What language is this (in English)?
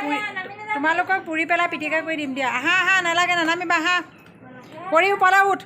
Assamese